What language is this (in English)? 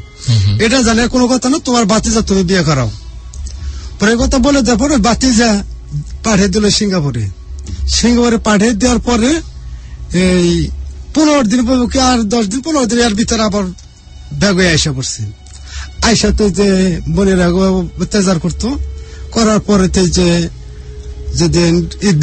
Bangla